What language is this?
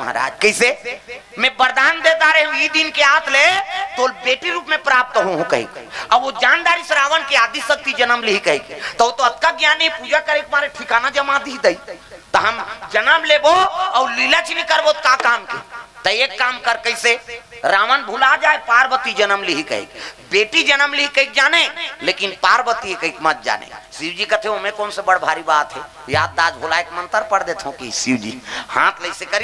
Chhattisgarhi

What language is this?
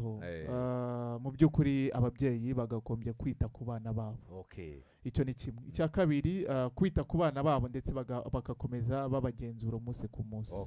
Kinyarwanda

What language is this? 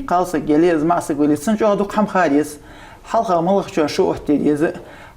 Ingush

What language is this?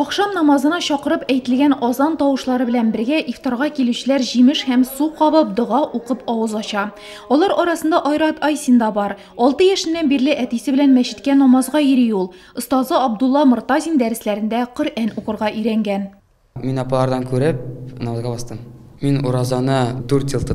Tatar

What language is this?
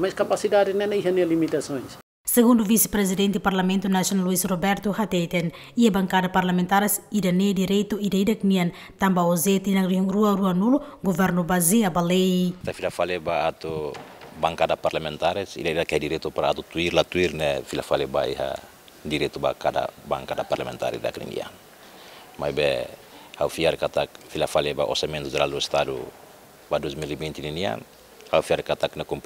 Tetum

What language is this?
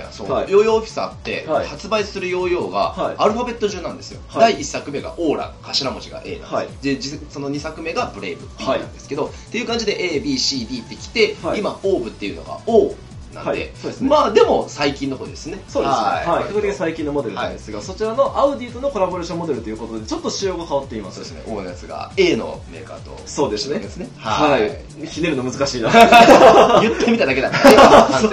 Japanese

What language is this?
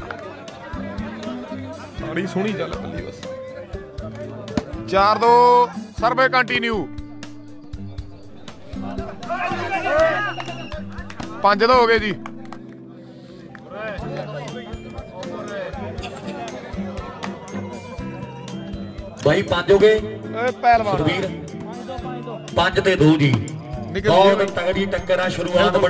Punjabi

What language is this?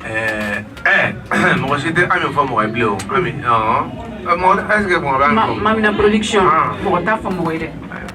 Bambara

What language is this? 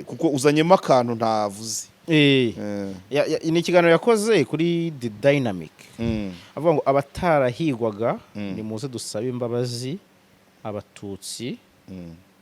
Kinyarwanda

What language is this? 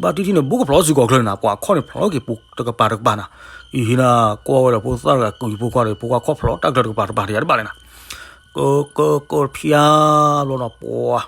S'gaw Karen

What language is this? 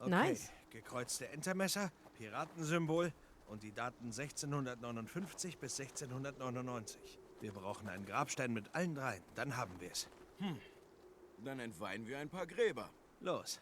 Swiss German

